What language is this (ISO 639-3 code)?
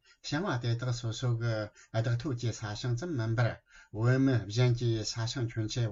bod